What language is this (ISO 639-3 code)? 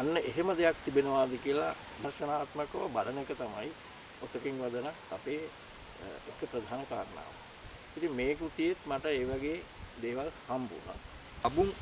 sin